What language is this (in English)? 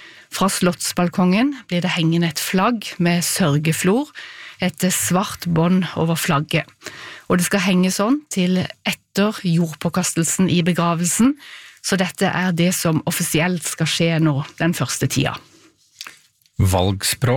Norwegian